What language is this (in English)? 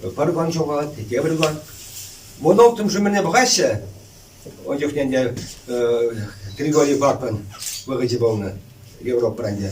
Chuvash